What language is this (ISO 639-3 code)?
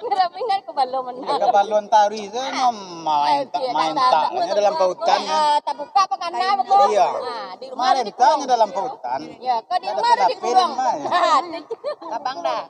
min